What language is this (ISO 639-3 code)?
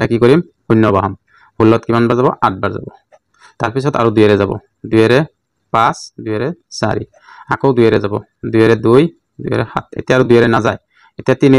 asm